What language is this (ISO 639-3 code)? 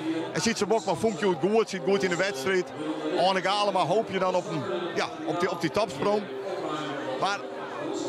fry